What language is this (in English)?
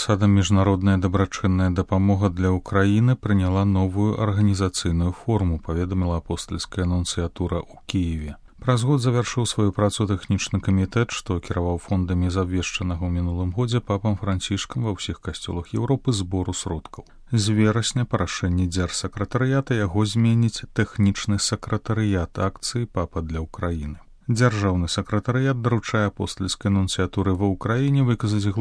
Belarusian